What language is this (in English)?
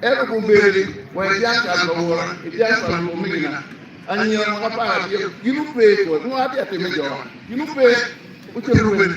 Acoli